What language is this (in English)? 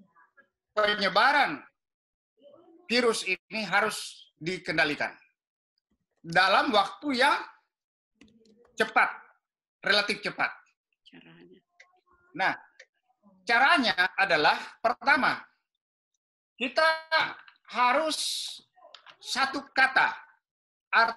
Indonesian